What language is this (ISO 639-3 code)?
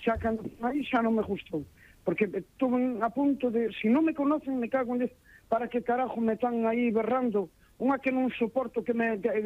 glg